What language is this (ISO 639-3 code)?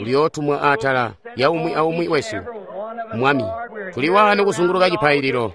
toi